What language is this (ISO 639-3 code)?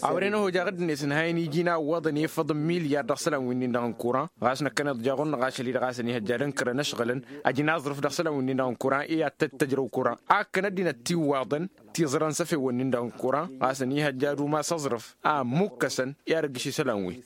taq